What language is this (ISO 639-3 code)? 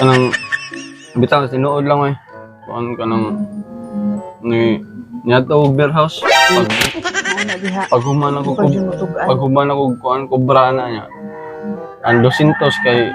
ceb